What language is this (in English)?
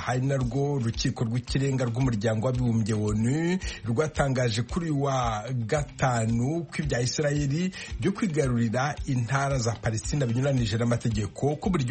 Kinyarwanda